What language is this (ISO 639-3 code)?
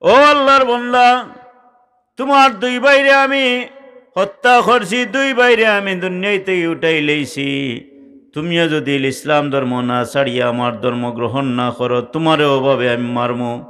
syl